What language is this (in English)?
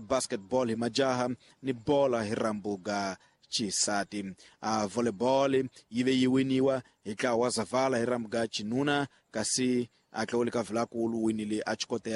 Tsonga